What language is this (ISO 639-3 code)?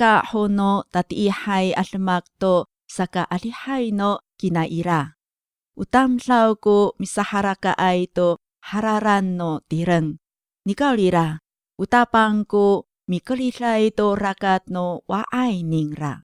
ami